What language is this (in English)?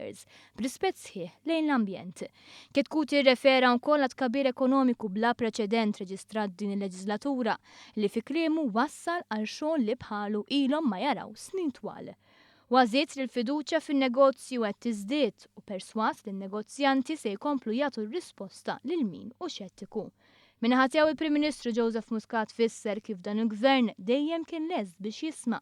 Maltese